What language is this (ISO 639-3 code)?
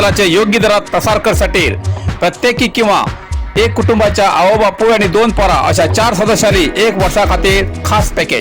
kok